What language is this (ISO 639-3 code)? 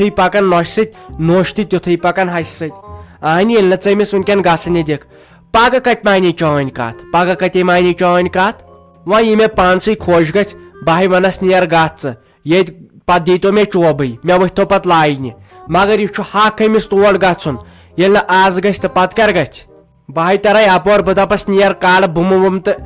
kas